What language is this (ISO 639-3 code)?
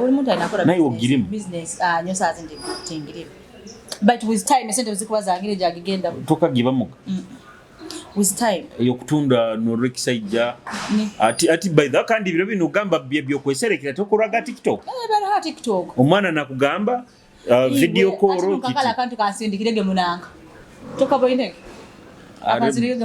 nyo